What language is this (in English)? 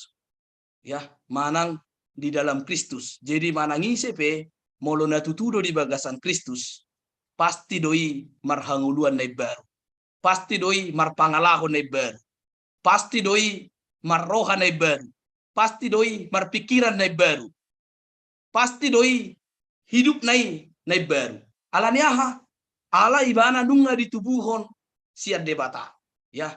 Batak Toba